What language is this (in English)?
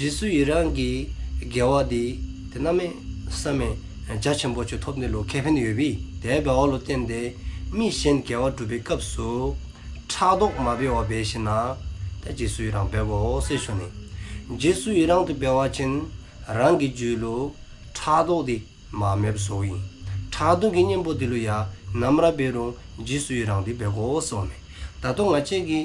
Dzongkha